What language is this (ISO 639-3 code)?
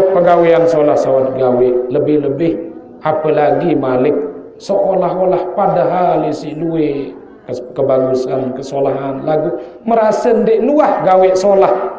sas